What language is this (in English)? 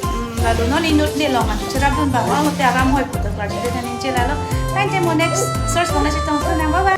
Karbi